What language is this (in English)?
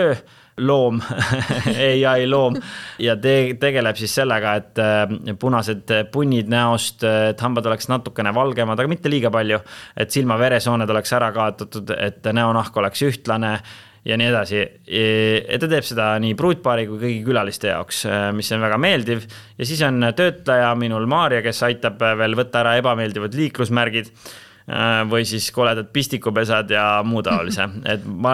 Estonian